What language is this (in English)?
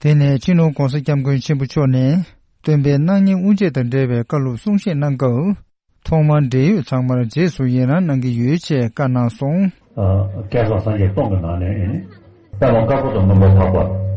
Tibetan